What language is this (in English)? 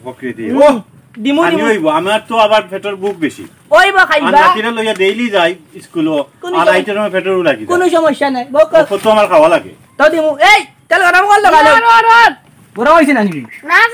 Sylheti